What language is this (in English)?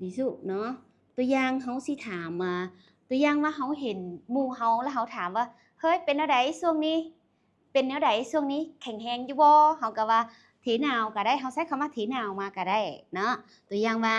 Lao